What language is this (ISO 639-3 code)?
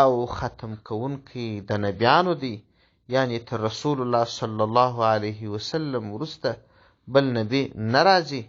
pus